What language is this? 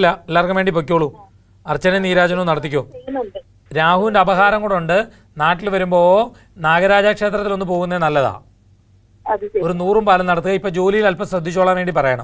Malayalam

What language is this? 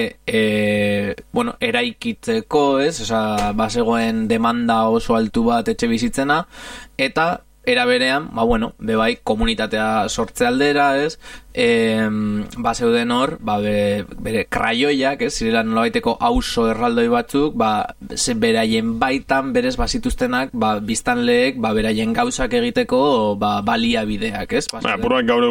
Basque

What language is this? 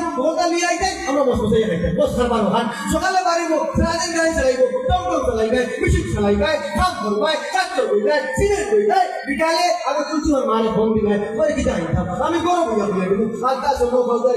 Sylheti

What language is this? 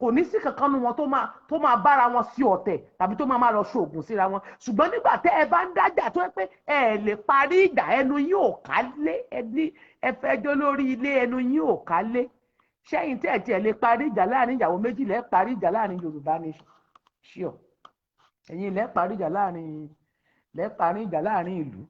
Yoruba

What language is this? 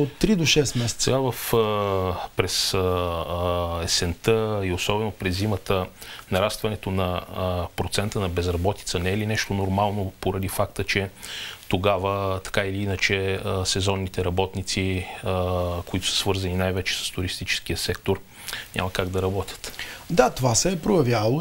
Bulgarian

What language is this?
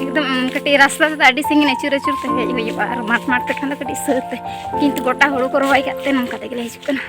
Santali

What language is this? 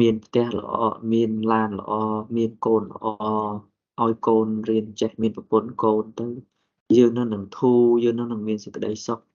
Khmer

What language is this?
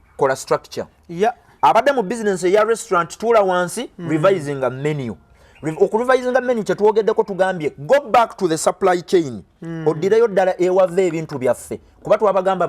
Ganda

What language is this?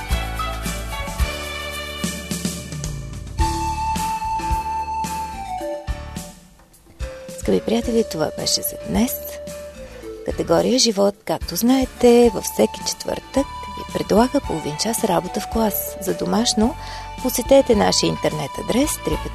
Bulgarian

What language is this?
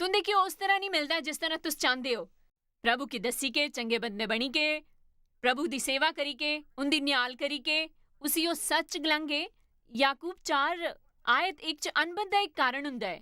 Dogri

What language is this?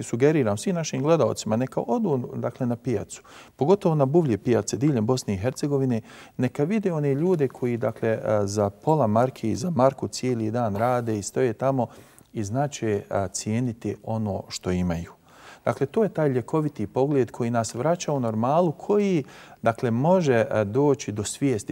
Bosnian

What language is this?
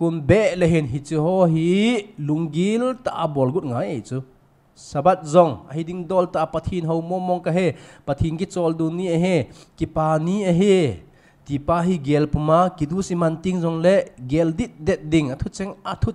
Thado Chin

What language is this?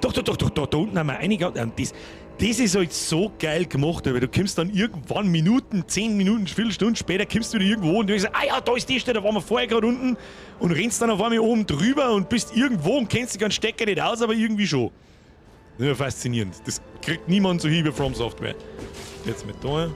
Bavarian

